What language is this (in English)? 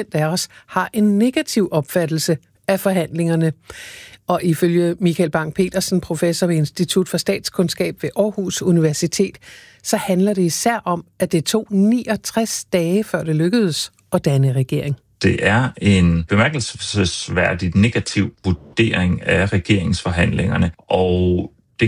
Danish